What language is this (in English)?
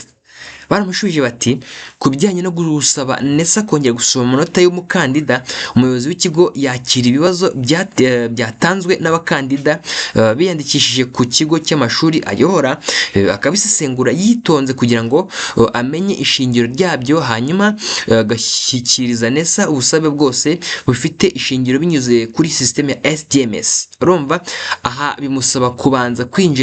Kinyarwanda